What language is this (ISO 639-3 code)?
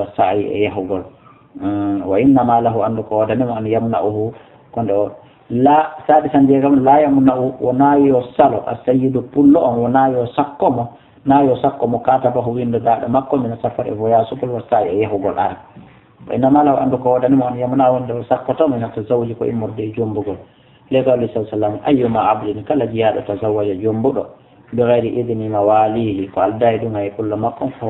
ful